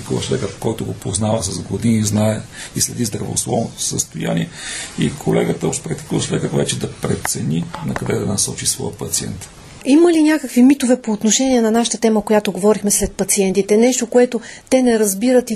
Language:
Bulgarian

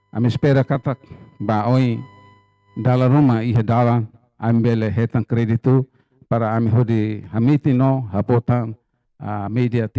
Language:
Tetum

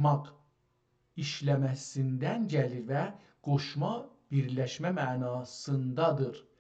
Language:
South Azerbaijani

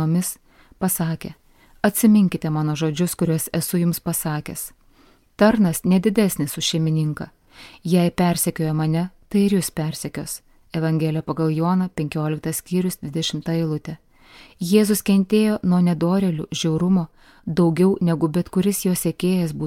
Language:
Lithuanian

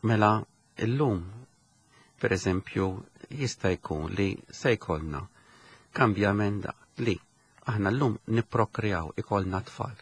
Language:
Maltese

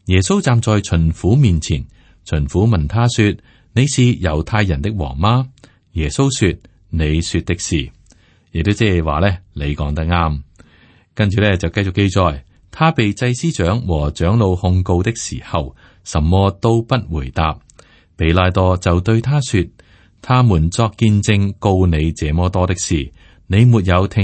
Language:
Cantonese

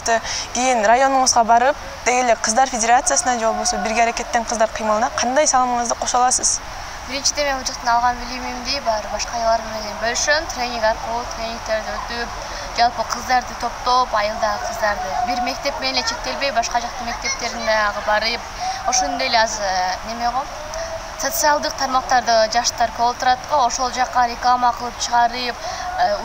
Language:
Kyrgyz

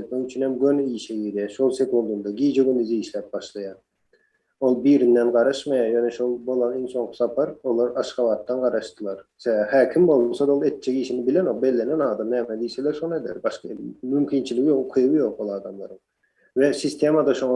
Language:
Turkmen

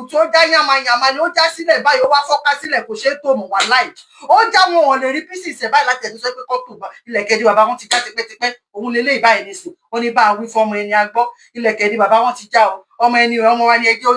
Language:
Yoruba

